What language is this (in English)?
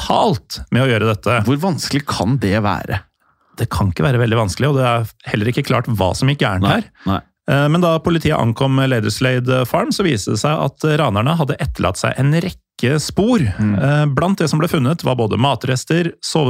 Norwegian